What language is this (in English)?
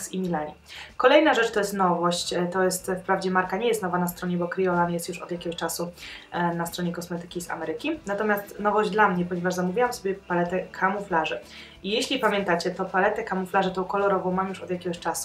Polish